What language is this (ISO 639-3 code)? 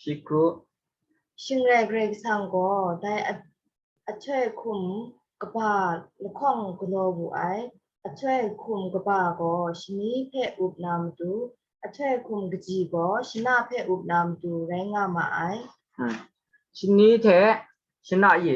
kac